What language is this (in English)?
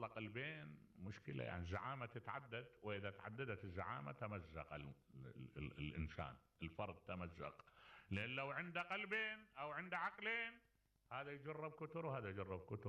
Mesopotamian Arabic